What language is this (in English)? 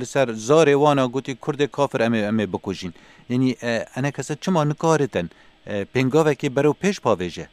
Kurdish